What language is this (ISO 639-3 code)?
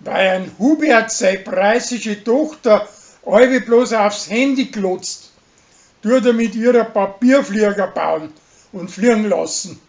bar